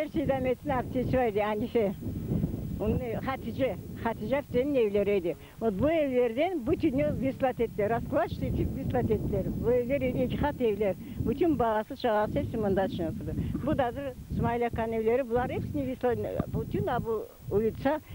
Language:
Crimean Tatar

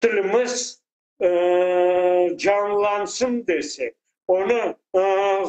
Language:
Crimean Tatar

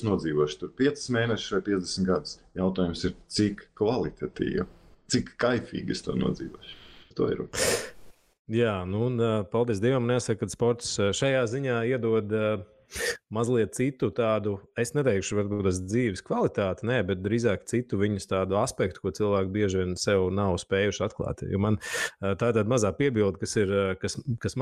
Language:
Latvian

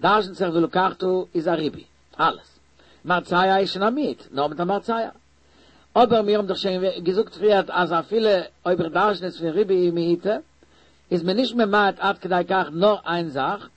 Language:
Yiddish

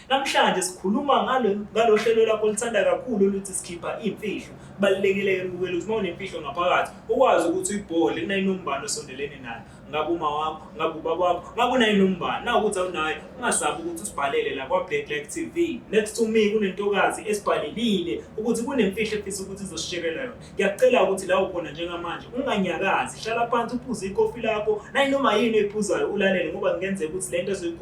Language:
Zulu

